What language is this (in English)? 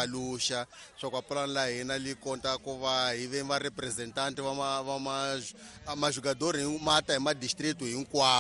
Tsonga